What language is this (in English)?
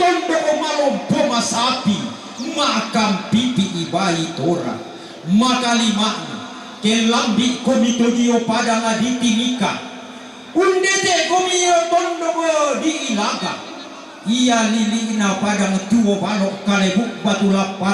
Toraja-Sa'dan